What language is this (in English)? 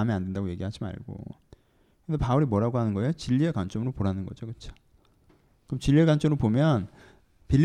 Korean